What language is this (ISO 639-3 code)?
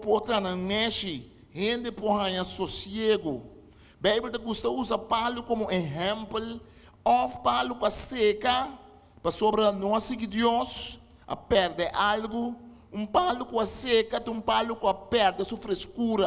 pap